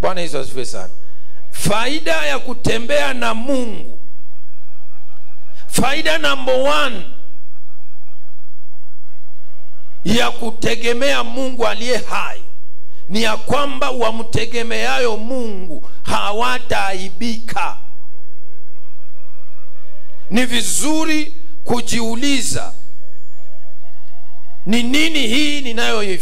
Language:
Swahili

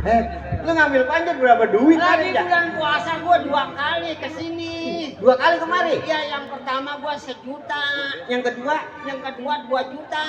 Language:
Betawi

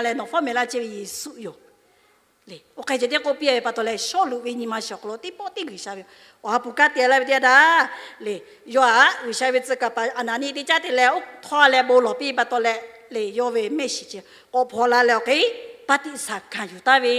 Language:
Lahu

